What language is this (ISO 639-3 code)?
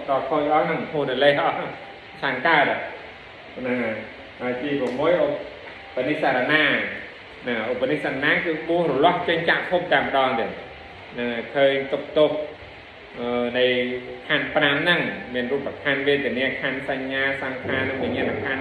khm